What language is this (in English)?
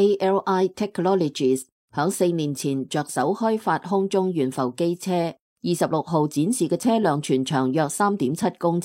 Cantonese